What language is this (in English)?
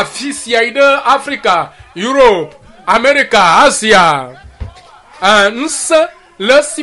Ewe